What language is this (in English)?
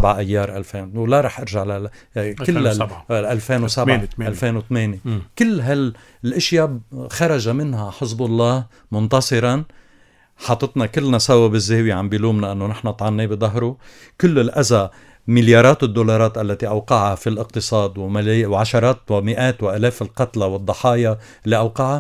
North Levantine Arabic